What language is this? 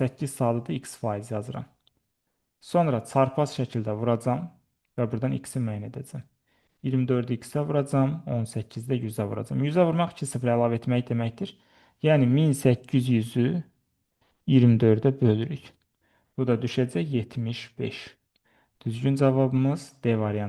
Azerbaijani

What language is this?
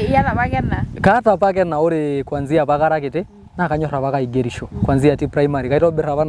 Masai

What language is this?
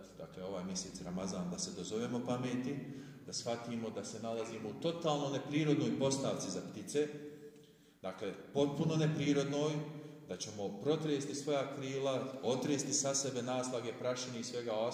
Bosnian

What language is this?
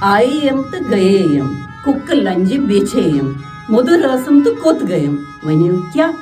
Kashmiri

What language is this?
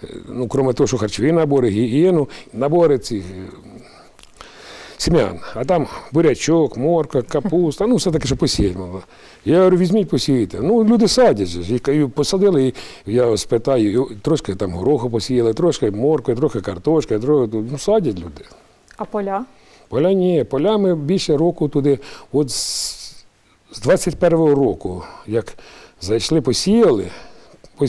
Ukrainian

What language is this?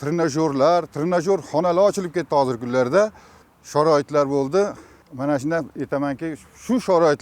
Uzbek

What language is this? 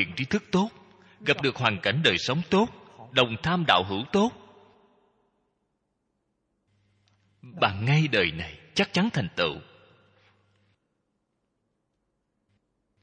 Vietnamese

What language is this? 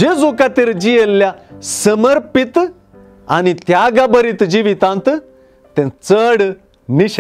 Konkani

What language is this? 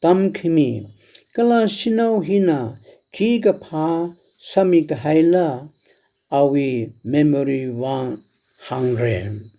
Tangkhul Naga (India)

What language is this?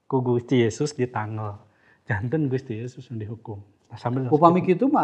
Sundanese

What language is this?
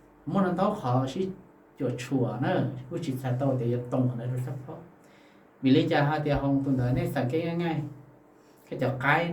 Hmong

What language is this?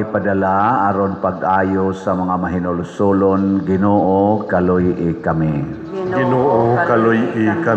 Cebuano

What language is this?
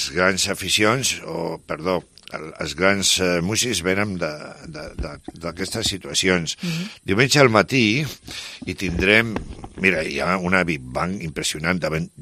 Catalan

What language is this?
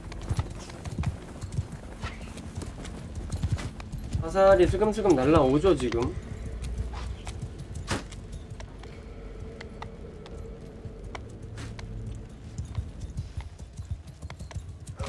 Korean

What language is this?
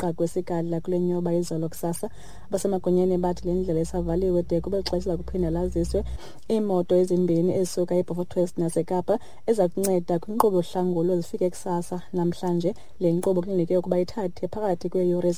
Xhosa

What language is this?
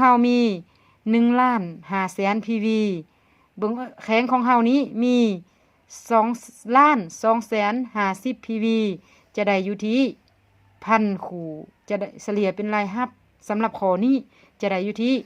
Lao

